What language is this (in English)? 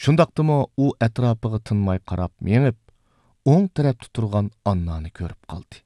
Uyghur